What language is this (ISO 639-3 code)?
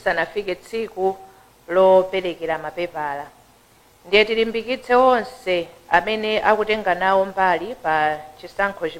nya